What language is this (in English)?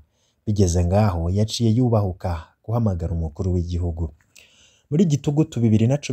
Rundi